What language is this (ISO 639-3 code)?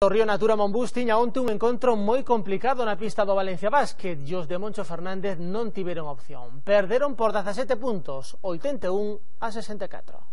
glg